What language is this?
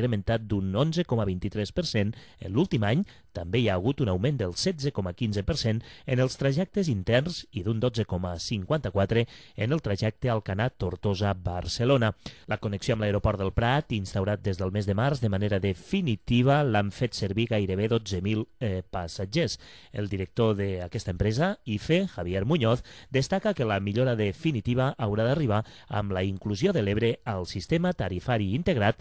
Catalan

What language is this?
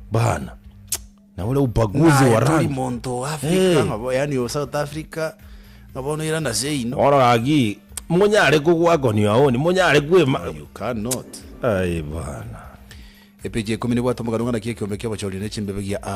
Gusii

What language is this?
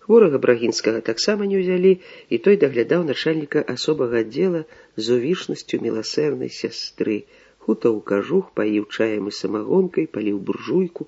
Belarusian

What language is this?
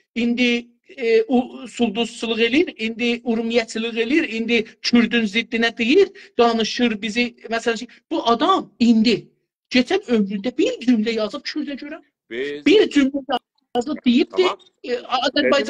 South Azerbaijani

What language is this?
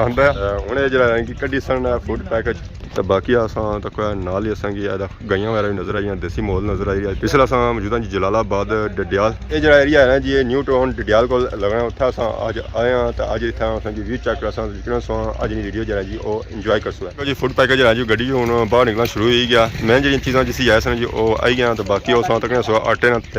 Pahari-Potwari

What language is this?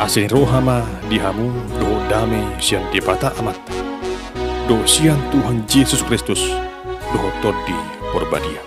Batak Toba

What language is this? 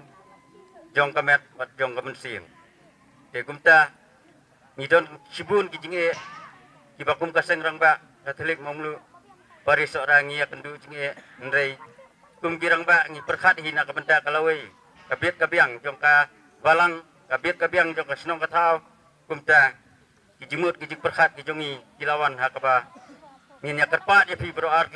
Khasi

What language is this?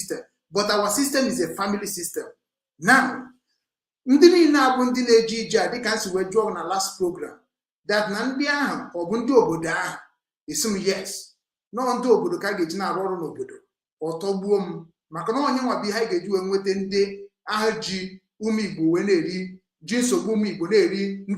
Igbo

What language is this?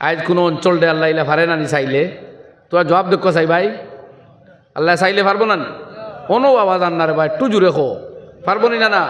Sylheti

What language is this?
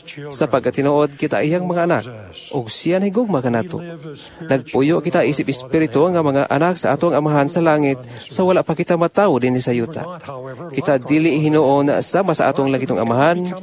Cebuano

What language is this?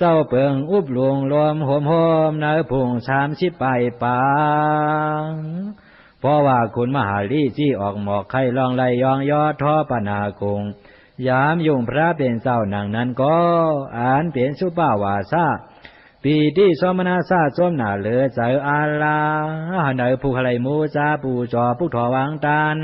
Shan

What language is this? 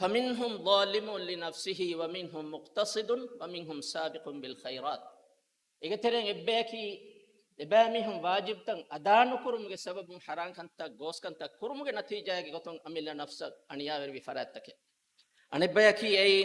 Divehi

